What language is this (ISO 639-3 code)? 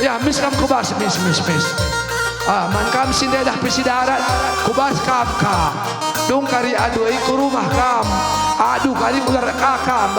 btx